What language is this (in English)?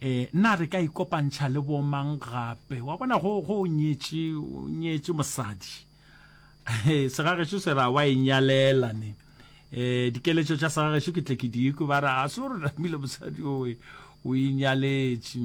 Northern Sotho